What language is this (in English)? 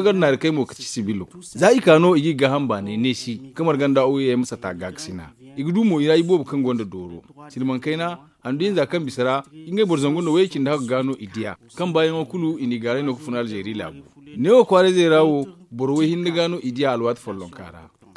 Zarma